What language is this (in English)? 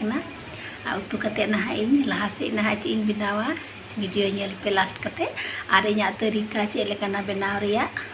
Santali